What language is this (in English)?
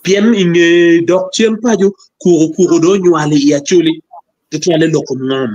Acoli